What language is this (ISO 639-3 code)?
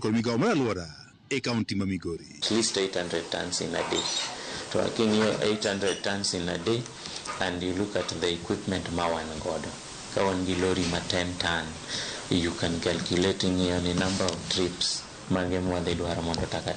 luo